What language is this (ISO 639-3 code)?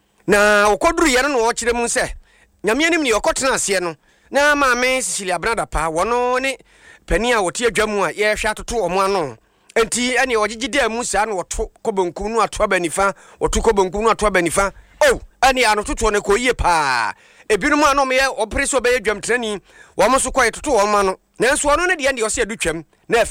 aka